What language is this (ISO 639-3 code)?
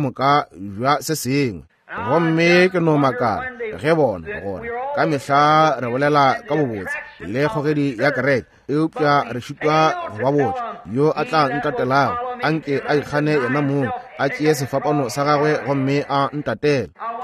nso